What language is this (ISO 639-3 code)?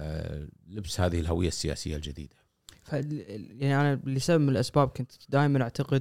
afb